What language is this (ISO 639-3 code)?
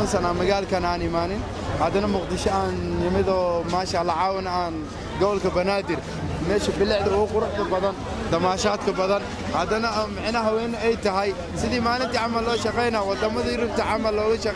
som